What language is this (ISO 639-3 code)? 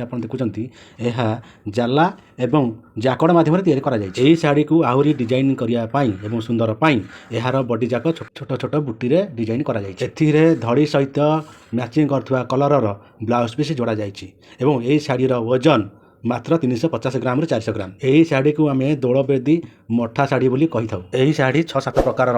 ori